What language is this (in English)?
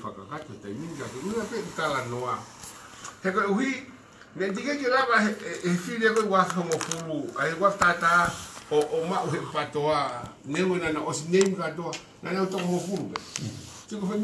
Tongan